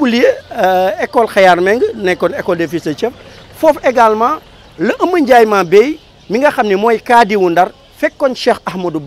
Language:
Wolof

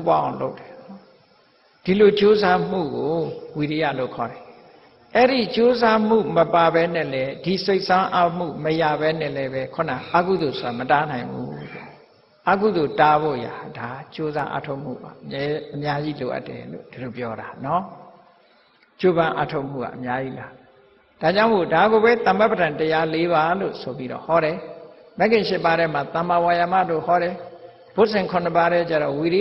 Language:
Burmese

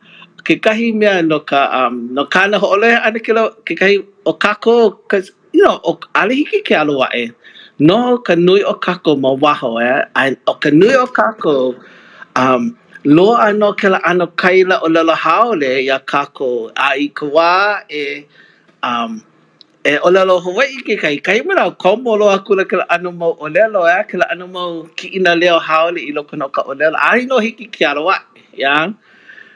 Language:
Hawaiian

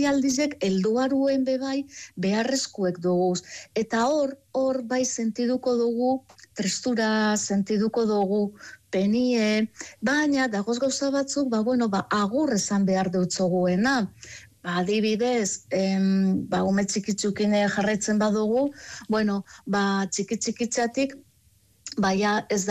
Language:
Basque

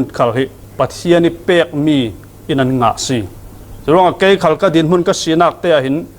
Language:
Falam Chin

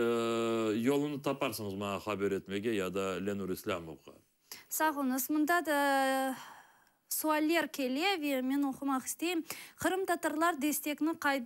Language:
Crimean Tatar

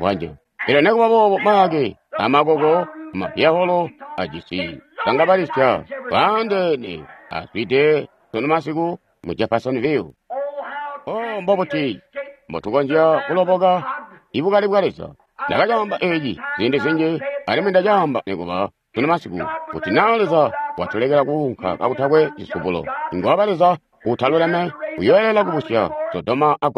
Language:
Tonga (Zambia)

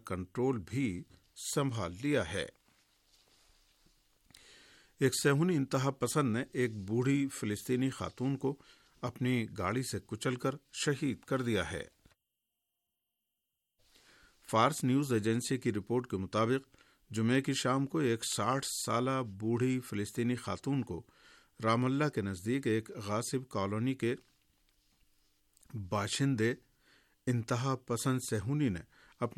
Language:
Urdu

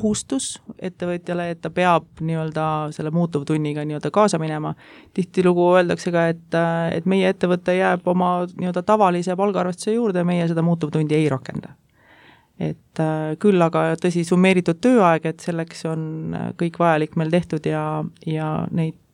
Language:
Estonian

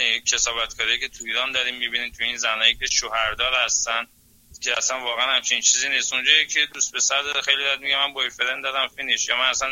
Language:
Persian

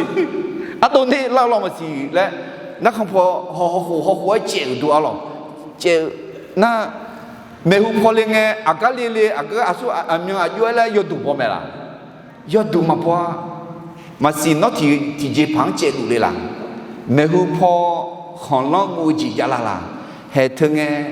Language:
Akha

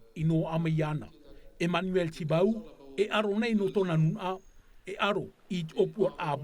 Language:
Tahitian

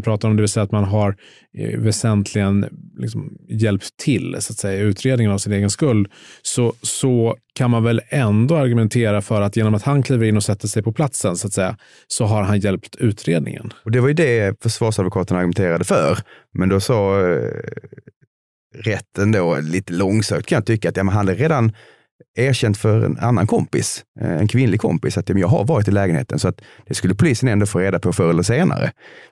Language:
Swedish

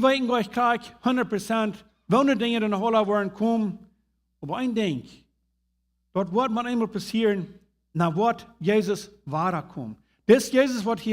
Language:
Plautdietsch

